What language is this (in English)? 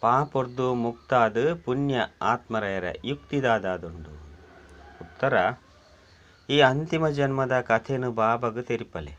Tulu